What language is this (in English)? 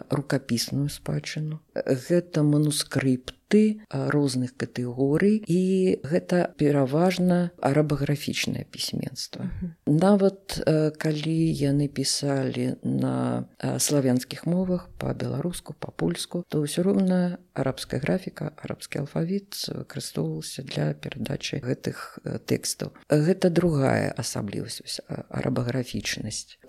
Belarusian